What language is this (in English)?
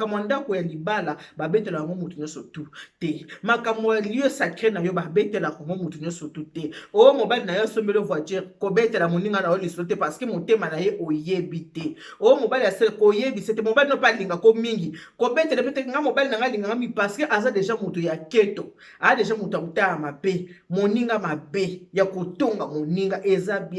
Lingala